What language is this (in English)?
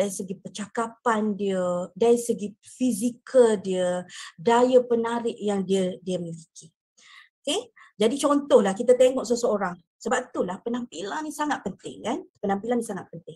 Malay